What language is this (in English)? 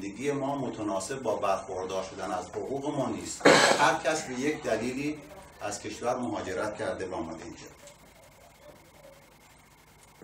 Persian